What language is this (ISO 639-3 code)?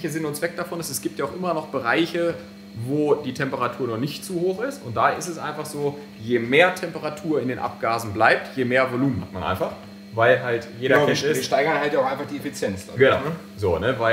deu